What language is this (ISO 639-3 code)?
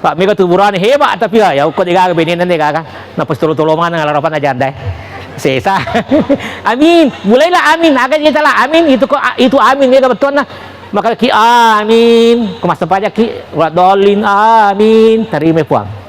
bug